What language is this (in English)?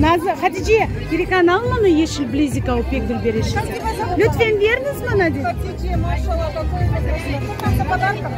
Crimean Tatar